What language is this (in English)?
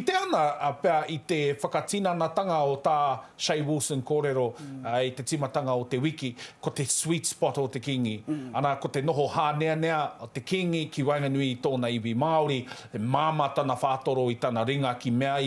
Māori